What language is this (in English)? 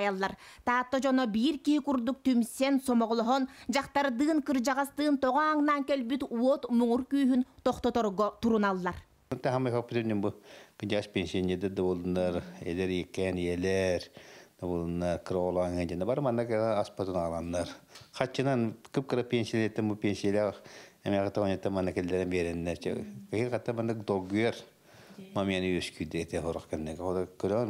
Yakut